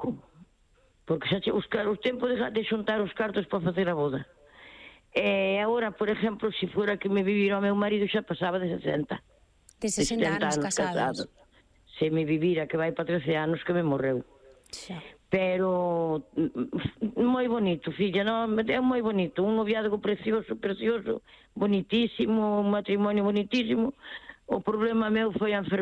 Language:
Galician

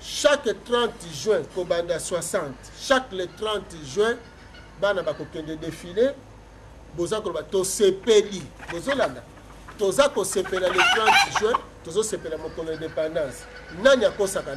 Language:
Lingala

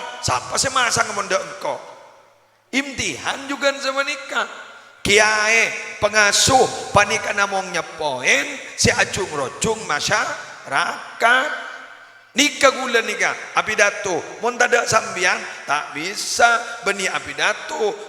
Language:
Madurese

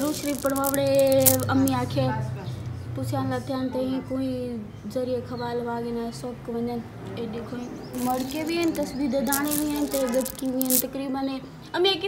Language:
Saraiki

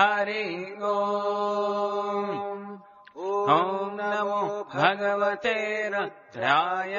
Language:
Sanskrit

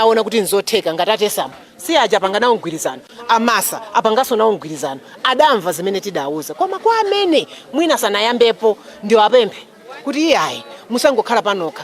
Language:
Nyanja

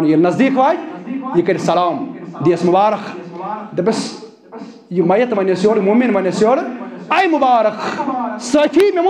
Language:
Kashmiri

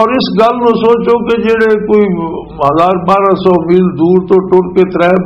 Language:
Western Panjabi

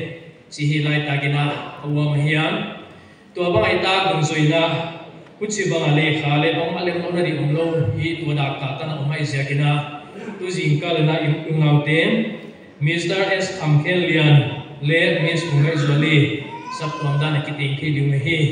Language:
Paite Chin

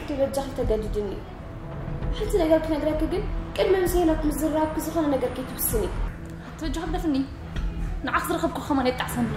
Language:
Tigrinya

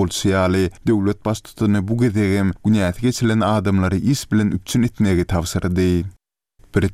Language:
Turkmen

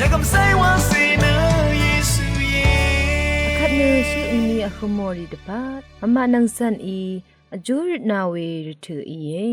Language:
Rawang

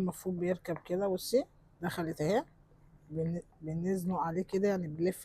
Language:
Egyptian Arabic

